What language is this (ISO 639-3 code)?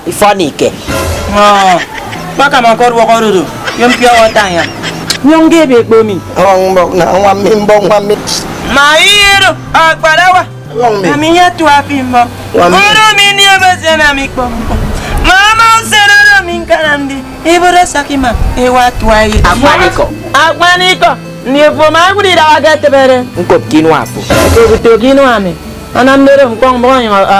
efi